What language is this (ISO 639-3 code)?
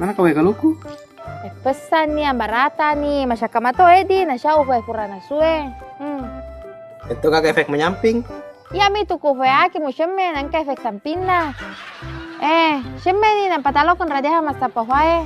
bug